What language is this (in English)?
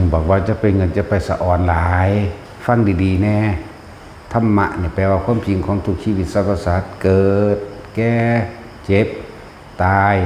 Northeastern Thai